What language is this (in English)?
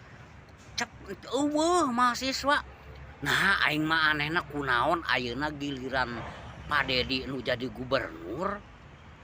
Sundanese